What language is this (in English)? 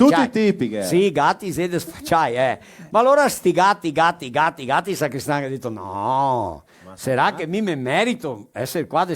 Venetian